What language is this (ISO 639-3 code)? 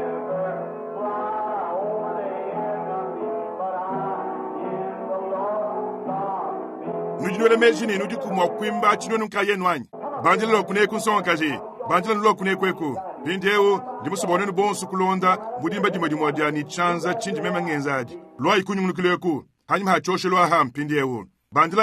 lua